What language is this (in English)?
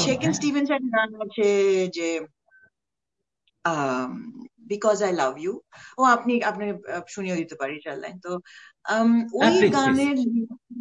Bangla